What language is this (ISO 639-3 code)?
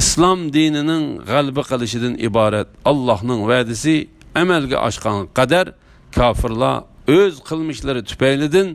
uig